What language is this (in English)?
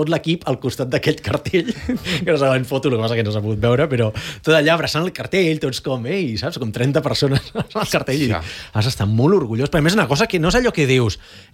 Catalan